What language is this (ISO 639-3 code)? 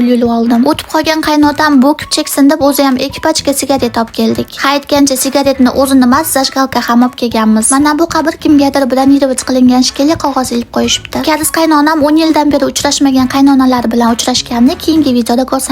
uzb